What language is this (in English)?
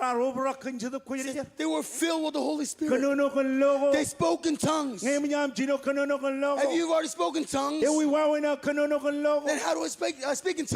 Marshallese